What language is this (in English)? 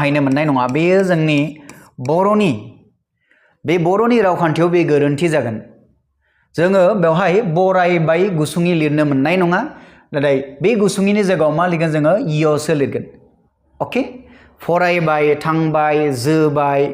Bodo